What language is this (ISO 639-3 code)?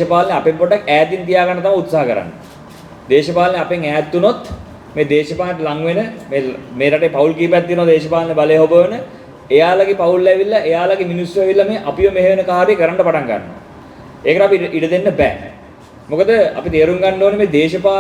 sin